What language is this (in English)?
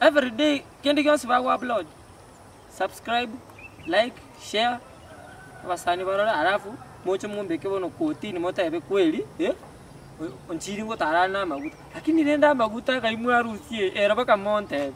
Gusii